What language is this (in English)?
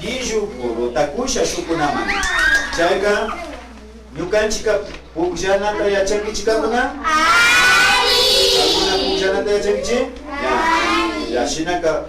Imbabura Highland Quichua